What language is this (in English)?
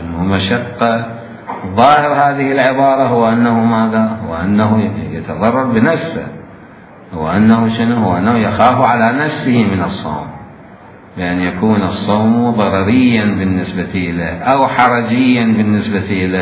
Mesopotamian Arabic